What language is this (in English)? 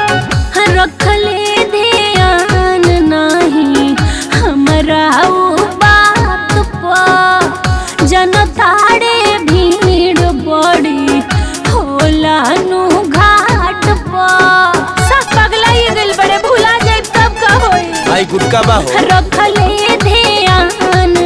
Bhojpuri